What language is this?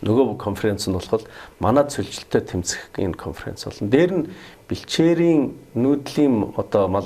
Mongolian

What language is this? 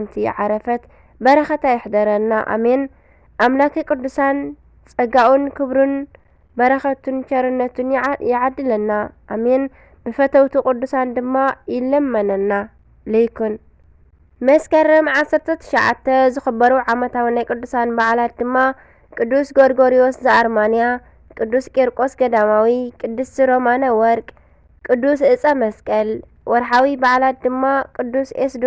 Tigrinya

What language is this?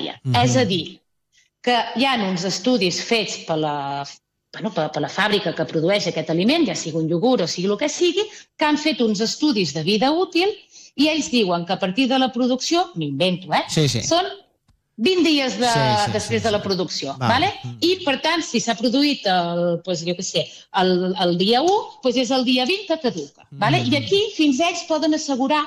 Catalan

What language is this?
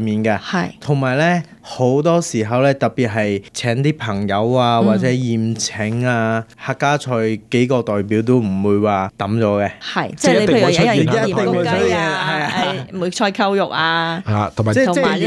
Cantonese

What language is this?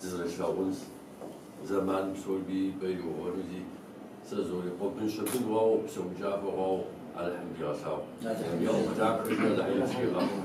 Kabardian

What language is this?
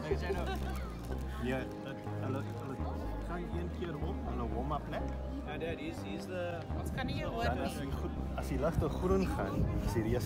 Afrikaans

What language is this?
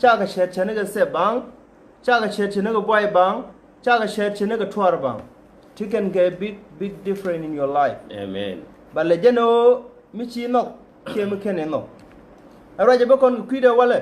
Nuer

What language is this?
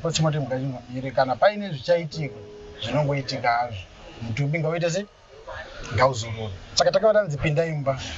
Shona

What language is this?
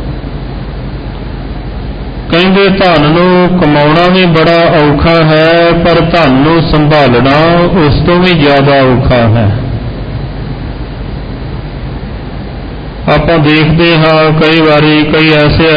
Punjabi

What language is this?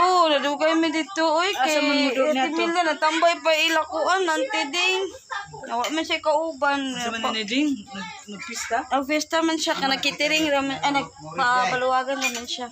Cebuano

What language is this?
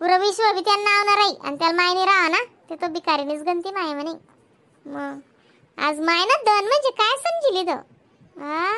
Khandesi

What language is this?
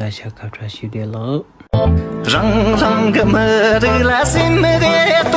Tibetan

